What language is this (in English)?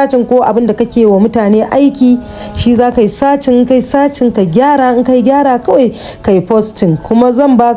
Hausa